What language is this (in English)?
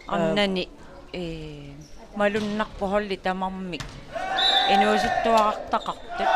Kalaallisut